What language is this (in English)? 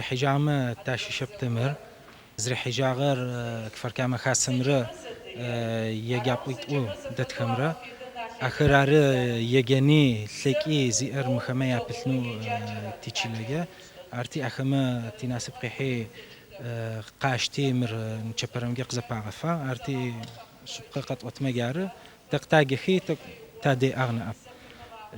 Adyghe